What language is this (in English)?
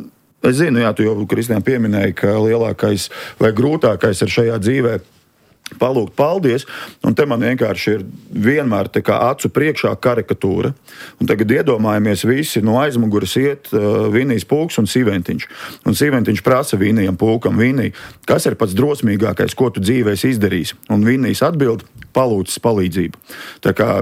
Latvian